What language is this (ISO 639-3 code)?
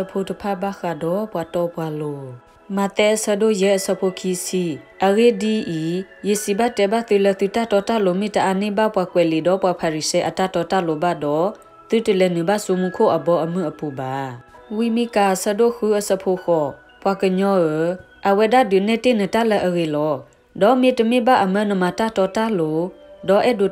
ksw